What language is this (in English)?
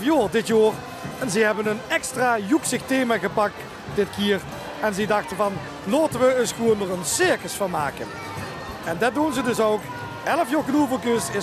Limburgish